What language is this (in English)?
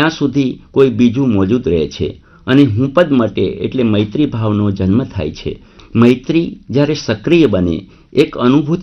Gujarati